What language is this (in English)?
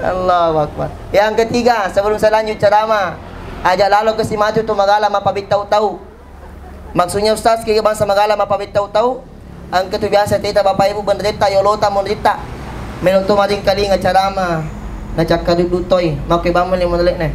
Buginese